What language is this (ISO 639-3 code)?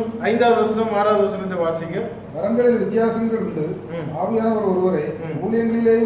tam